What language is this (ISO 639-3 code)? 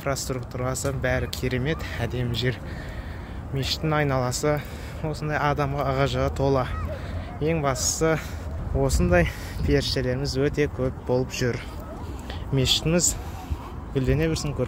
kaz